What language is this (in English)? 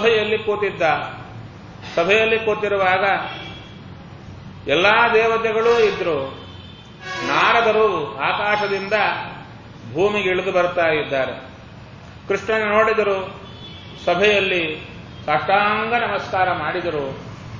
Kannada